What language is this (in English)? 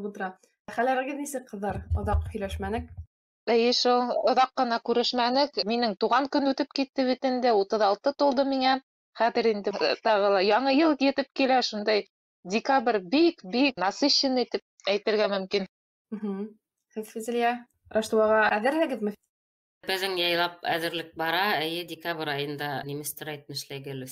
Bashkir